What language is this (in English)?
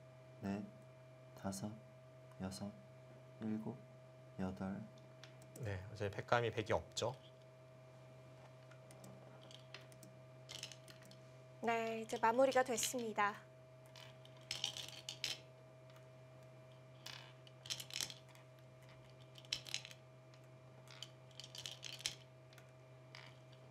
Korean